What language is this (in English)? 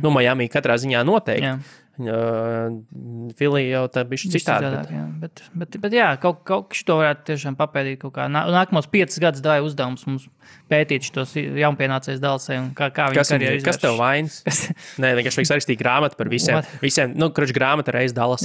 Latvian